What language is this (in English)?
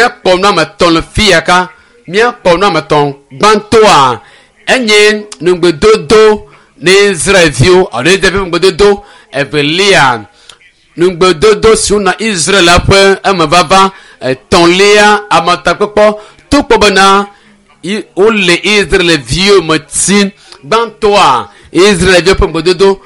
Ewe